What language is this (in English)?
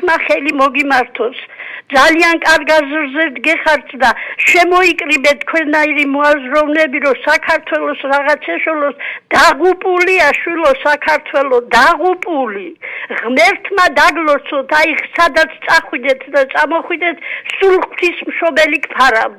Georgian